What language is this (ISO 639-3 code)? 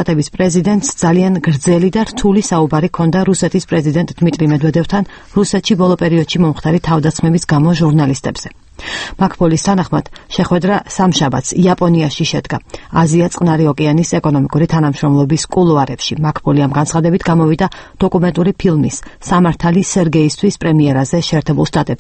kat